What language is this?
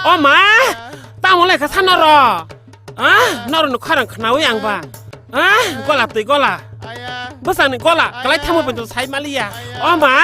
Kok Borok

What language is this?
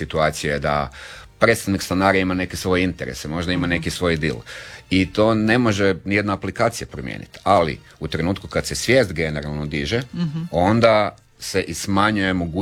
Croatian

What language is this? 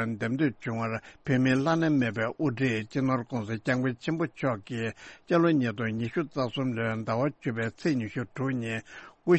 Tibetan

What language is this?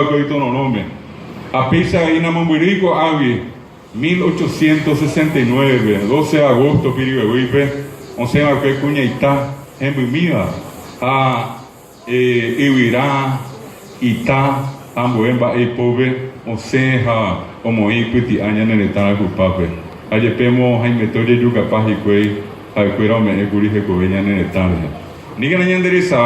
Guarani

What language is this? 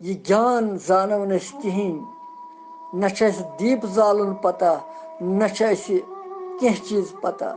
Kashmiri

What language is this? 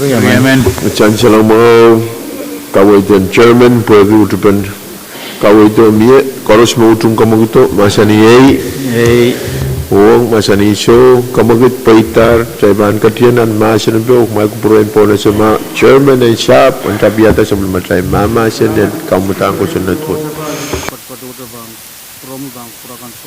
Pohnpeian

